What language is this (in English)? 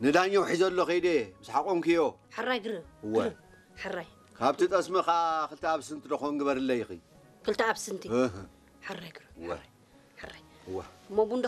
Tigrinya